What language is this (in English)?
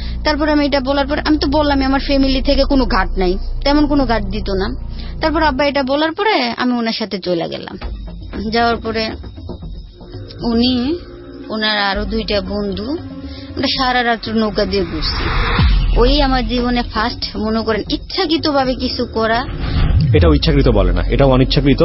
Bangla